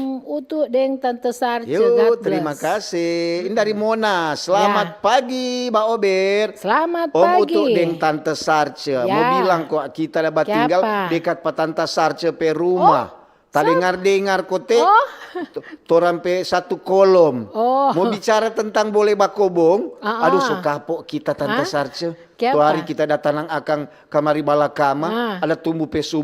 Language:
Manado Malay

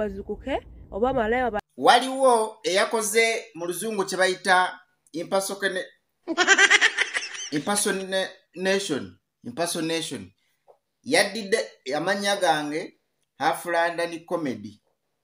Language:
Ganda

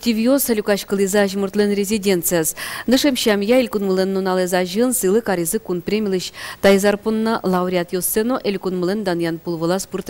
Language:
Udmurt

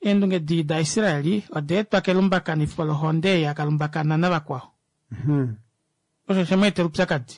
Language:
Kuanyama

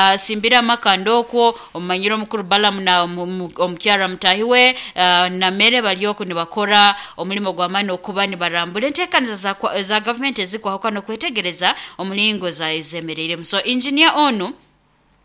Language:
Nyoro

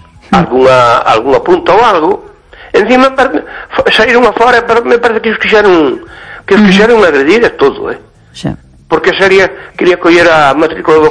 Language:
Galician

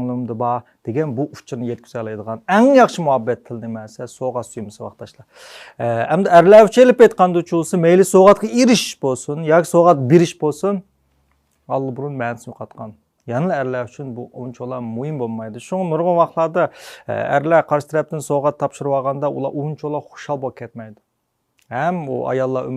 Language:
Uyghur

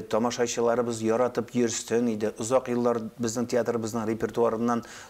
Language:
Tatar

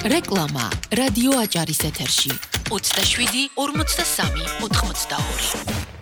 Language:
Georgian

